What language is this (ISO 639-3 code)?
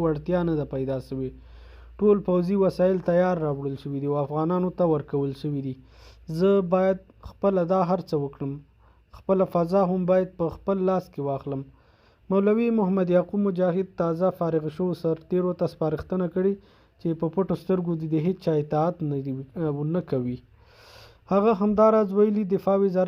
pus